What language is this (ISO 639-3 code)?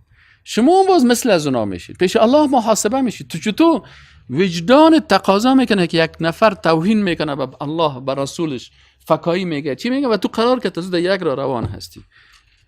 fas